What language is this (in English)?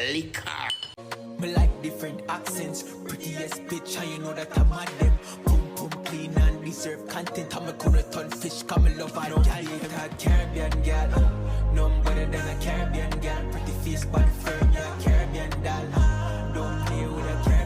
Jamaican Creole English